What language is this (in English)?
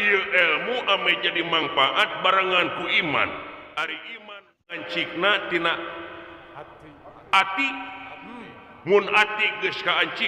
Sundanese